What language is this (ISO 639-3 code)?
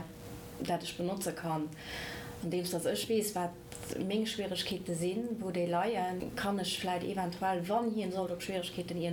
ltz